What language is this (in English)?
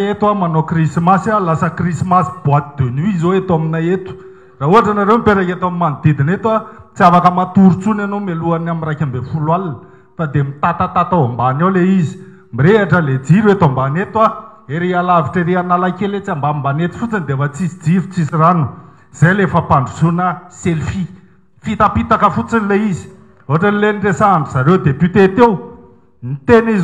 Malagasy